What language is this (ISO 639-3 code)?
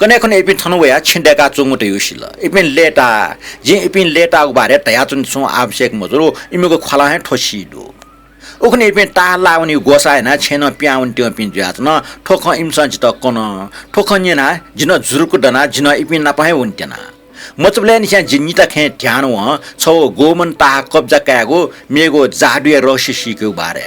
new